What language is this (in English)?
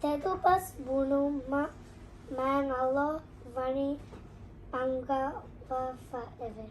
Divehi